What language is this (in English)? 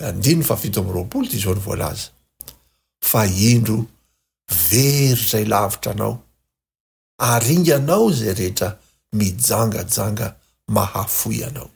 Malagasy